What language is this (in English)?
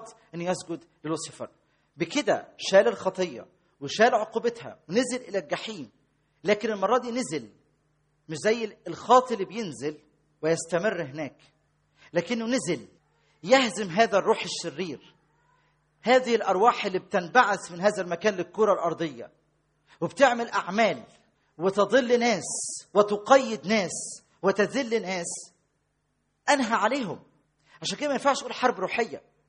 Egyptian Arabic